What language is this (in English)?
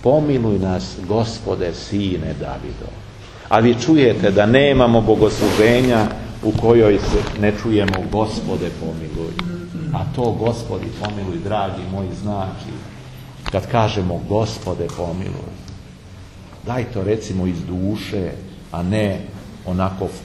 Serbian